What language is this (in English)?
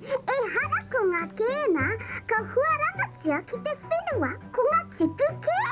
Māori